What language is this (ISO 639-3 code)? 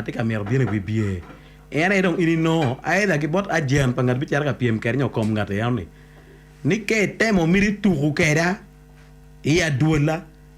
ach